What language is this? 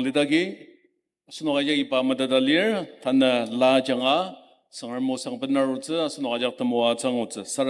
Ao Naga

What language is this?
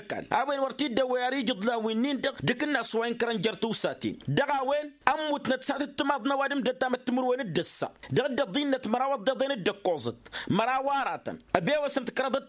Tamasheq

